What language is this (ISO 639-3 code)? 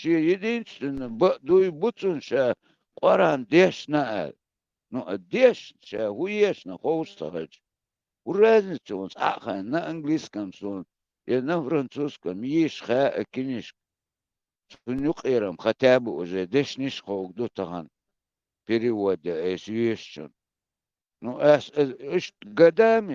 che